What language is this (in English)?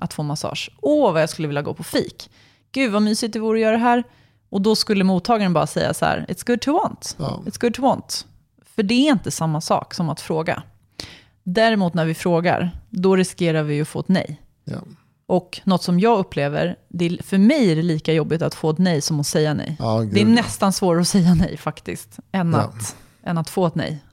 Swedish